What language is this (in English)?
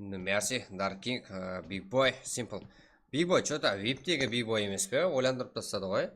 Kara-Kalpak